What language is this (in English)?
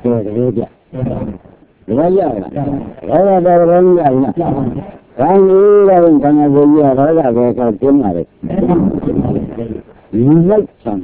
Burmese